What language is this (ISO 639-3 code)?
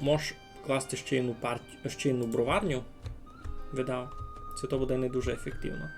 rue